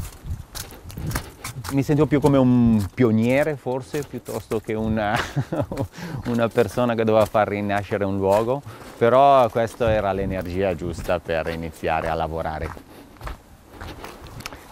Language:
Italian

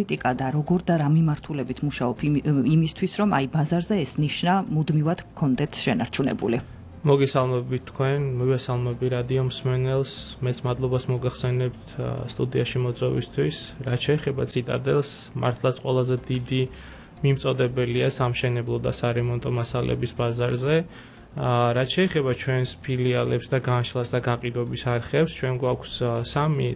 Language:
Georgian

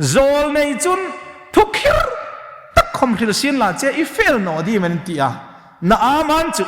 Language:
Hmar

